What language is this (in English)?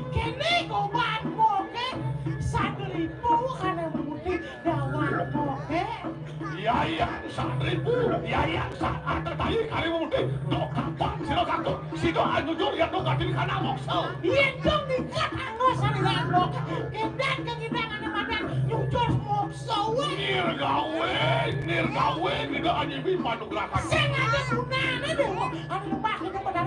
Balinese